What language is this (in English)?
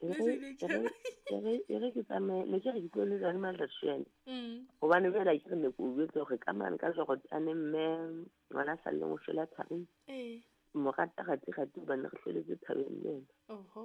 Southern Sotho